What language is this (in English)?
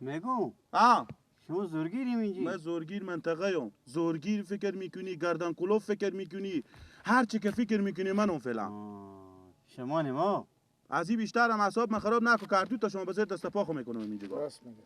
Persian